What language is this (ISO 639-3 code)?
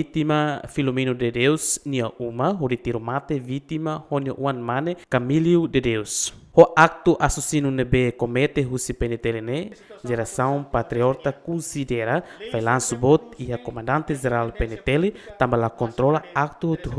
tet